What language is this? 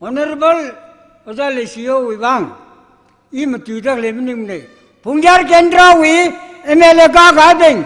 Tangkhul Naga (India)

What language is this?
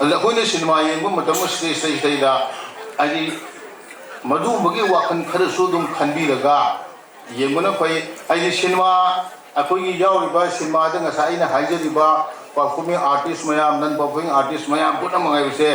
Manipuri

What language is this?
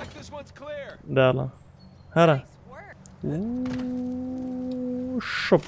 Kurdish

